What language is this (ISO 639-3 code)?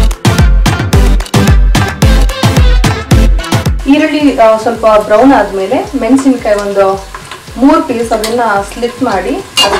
kan